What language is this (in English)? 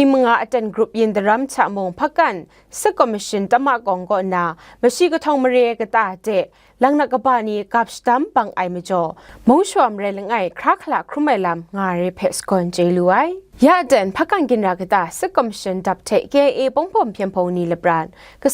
Kachin